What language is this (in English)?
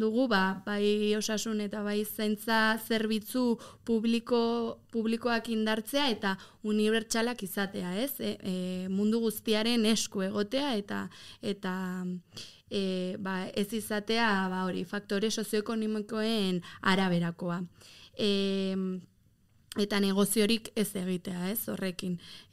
Basque